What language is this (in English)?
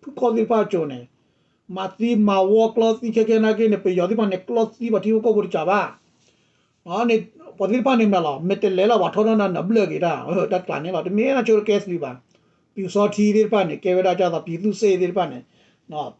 S'gaw Karen